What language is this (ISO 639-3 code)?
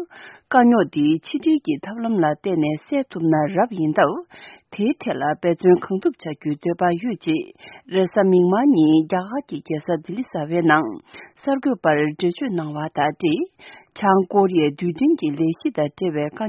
bod